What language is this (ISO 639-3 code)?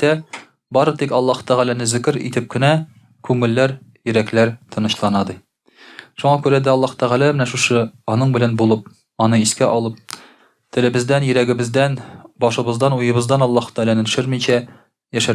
tat